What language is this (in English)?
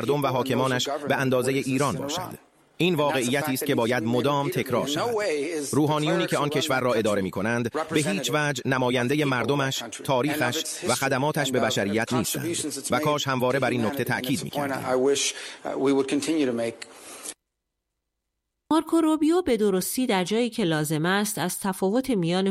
Persian